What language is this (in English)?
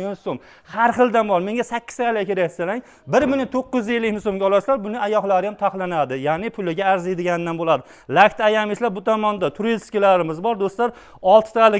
Uzbek